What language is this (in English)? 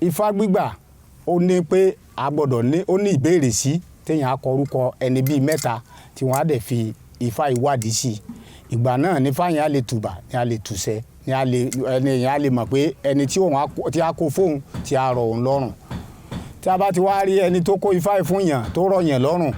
Yoruba